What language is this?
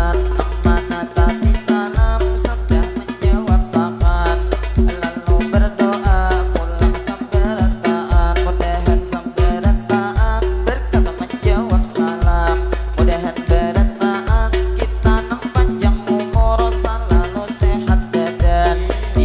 Banjar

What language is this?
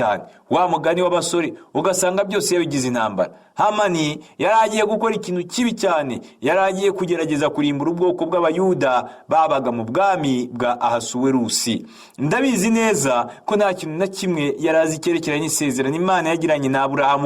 Kinyarwanda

